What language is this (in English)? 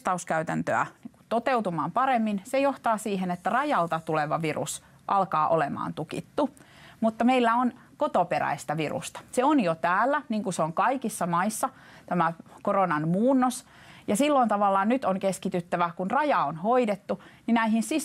Finnish